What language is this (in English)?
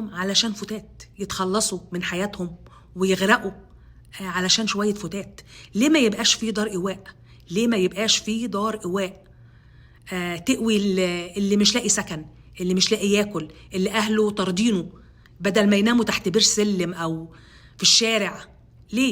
Egyptian Arabic